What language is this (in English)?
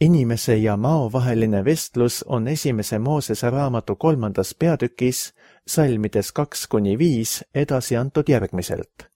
Estonian